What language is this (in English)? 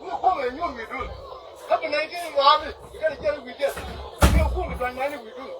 Nuer